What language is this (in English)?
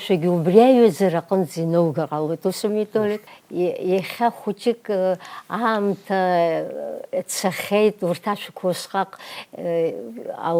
Abkhazian